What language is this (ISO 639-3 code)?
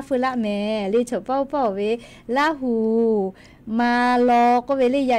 lhu